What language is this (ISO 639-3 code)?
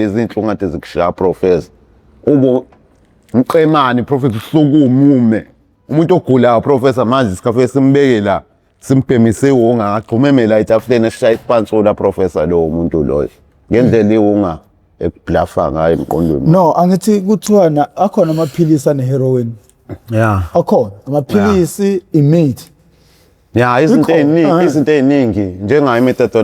zul